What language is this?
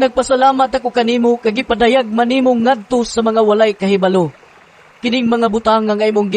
Cebuano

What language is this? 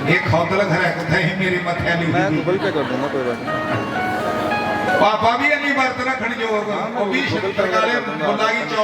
Dogri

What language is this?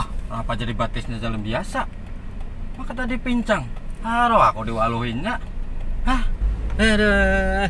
Banjar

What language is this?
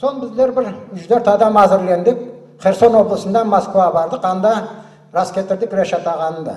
Crimean Tatar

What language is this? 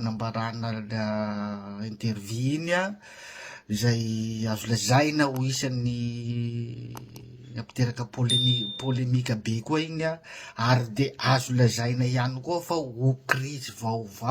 Malagasy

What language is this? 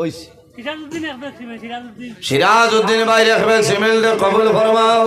Sylheti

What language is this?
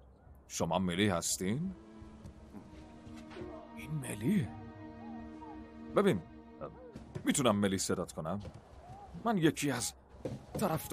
Persian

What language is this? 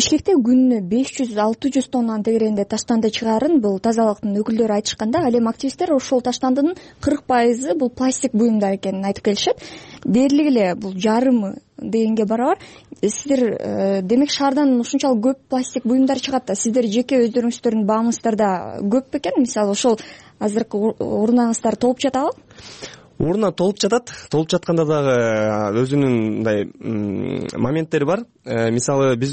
Kyrgyz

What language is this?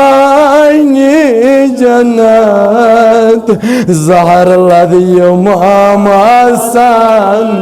Kashmiri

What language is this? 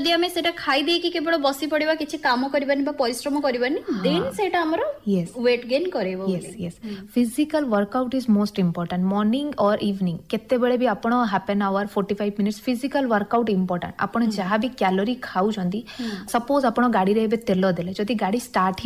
Odia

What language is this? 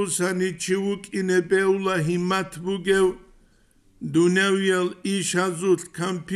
Avaric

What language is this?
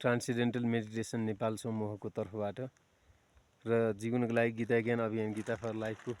Nepali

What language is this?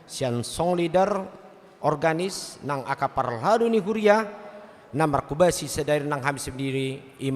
Batak Toba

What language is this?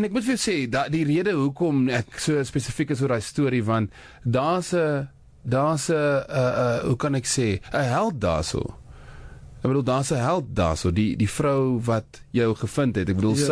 Afrikaans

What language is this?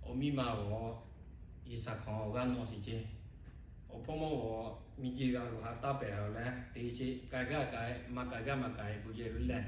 Lahu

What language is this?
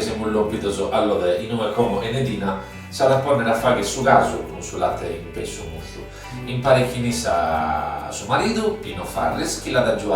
Sardinian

